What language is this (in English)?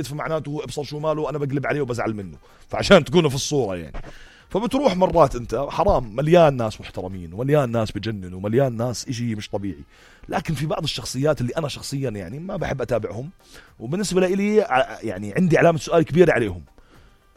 North Levantine Arabic